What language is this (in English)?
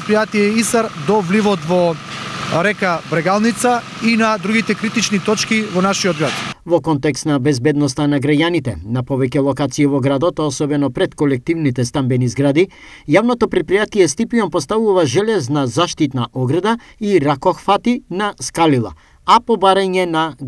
Macedonian